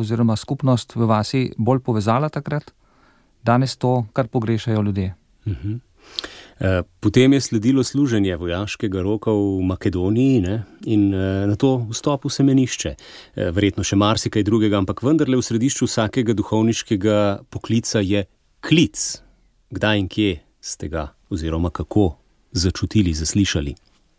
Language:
Slovenian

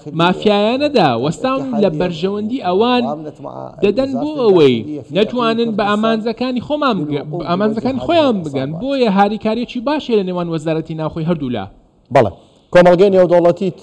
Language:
Central Kurdish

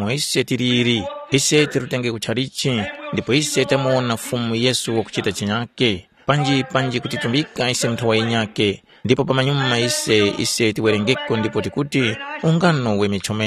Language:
Tumbuka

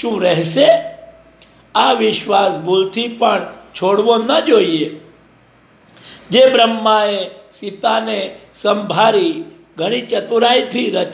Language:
Gujarati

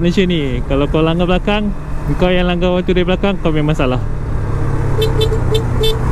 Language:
Malay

